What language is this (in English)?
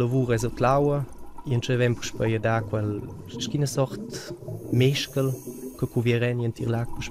Romansh